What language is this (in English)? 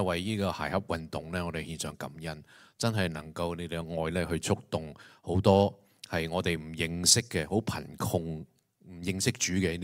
Cantonese